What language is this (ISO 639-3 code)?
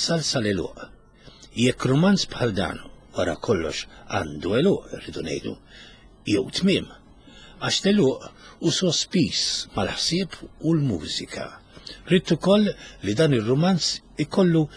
mlt